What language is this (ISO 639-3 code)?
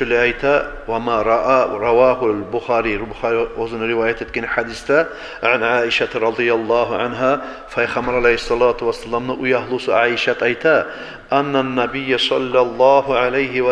kum